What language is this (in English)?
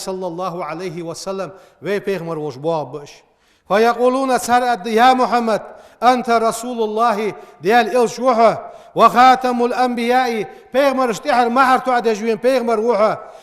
Ingush